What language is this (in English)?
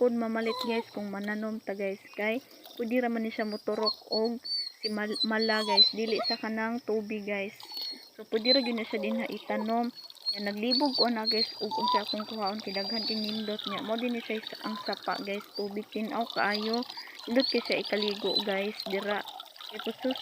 Cebuano